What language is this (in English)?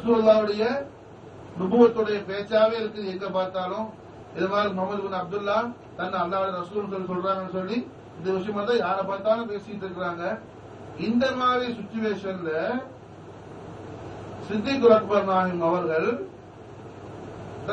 Tamil